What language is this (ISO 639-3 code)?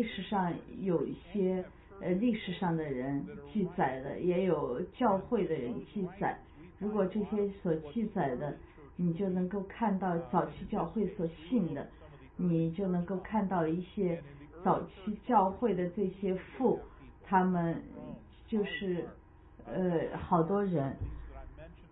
zho